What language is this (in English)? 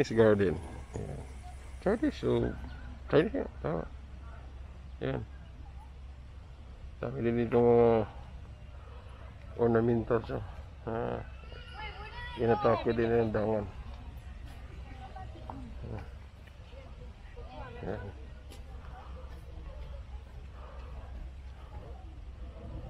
Filipino